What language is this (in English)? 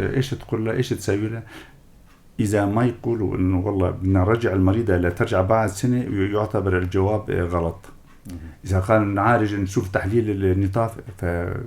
North Levantine Arabic